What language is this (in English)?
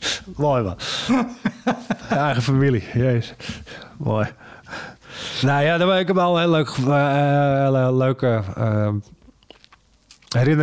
Dutch